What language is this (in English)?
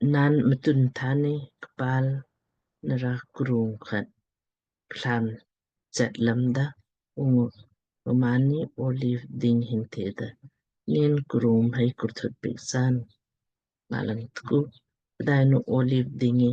Lamkang